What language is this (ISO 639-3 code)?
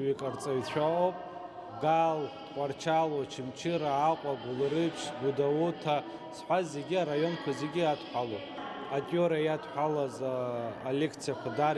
abk